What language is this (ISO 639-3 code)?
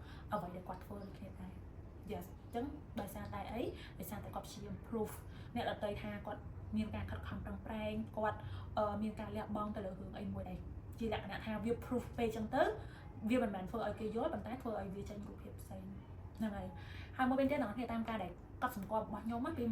khm